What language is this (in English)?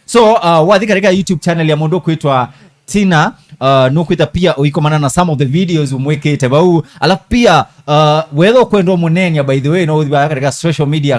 Kamba